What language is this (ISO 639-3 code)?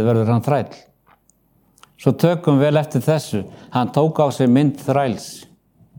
isl